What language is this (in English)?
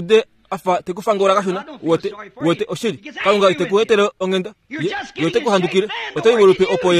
Kuanyama